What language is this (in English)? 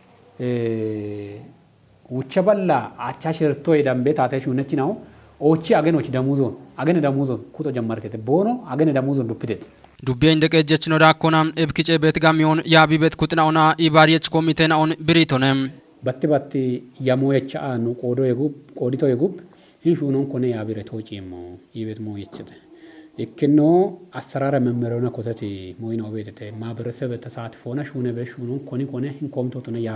Kafa